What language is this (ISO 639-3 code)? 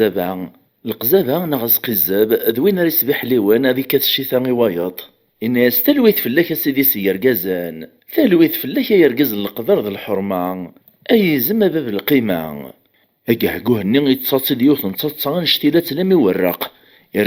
kab